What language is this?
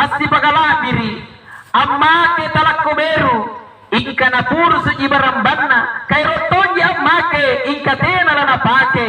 Makasar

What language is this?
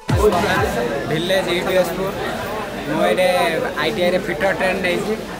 Odia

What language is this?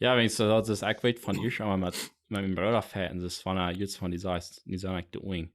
Plautdietsch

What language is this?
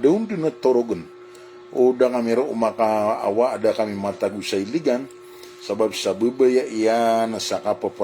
Maranao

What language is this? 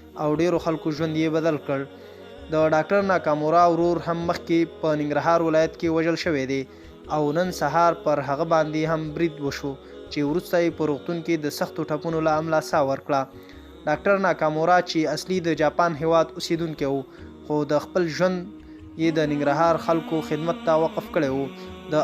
Pashto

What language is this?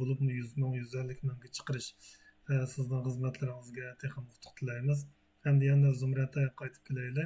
Uyghur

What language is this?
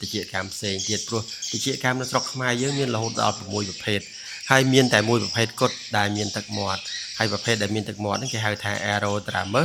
Khmer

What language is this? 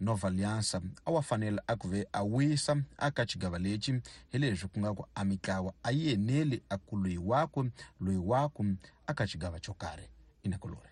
Tsonga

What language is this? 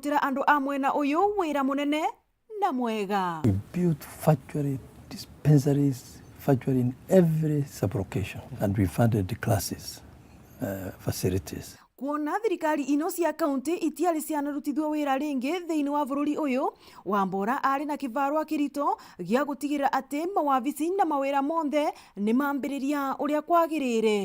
Meru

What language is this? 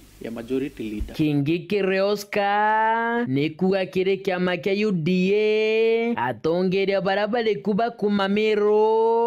Meru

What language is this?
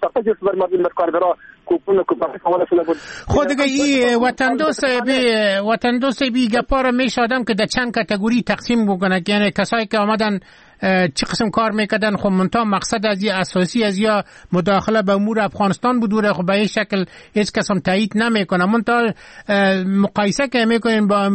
Persian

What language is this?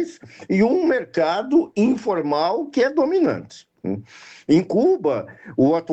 Portuguese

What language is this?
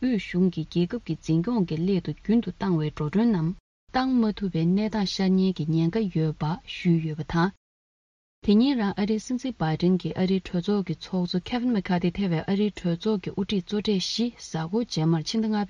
Tibetan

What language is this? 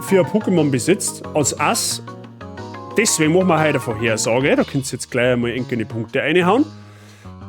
Bavarian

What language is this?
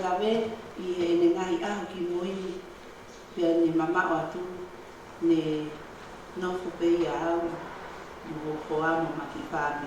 Tongan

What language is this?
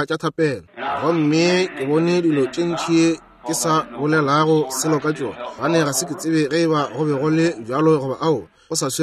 Northern Sotho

